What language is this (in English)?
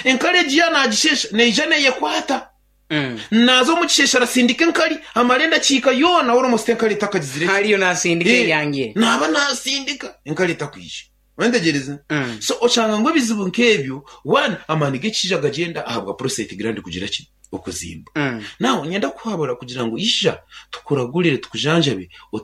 Nyankole